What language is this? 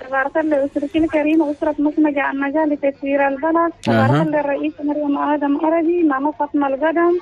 Chadian Arabic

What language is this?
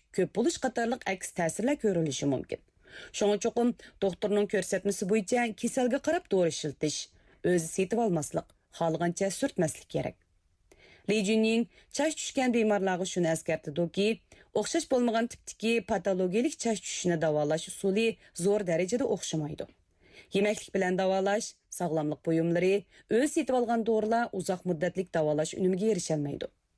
Uyghur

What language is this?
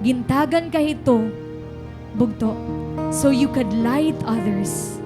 Waray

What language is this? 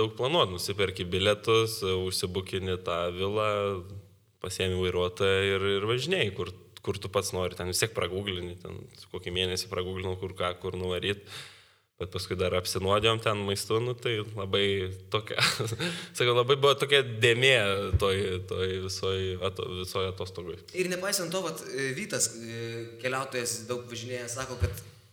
Lithuanian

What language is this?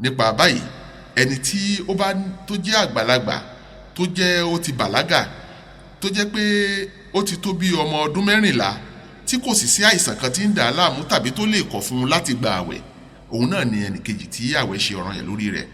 Yoruba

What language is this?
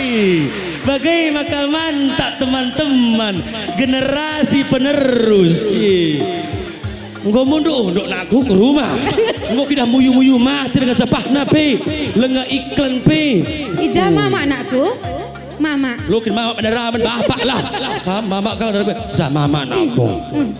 Batak Karo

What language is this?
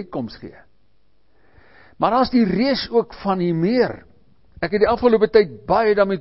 Afrikaans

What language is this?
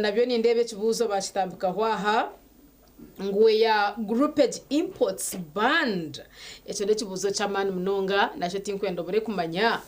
Nyankole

